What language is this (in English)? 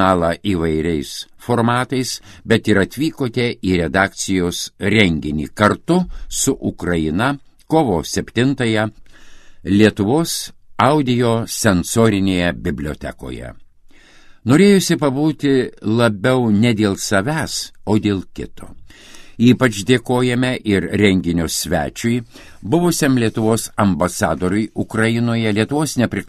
Lithuanian